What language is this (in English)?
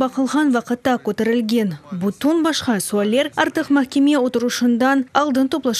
Crimean Tatar